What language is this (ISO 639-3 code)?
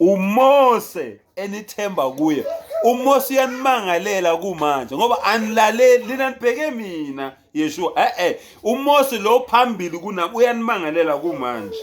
zul